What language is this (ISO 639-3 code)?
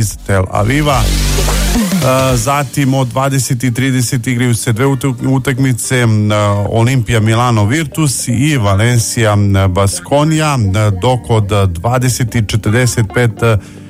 srp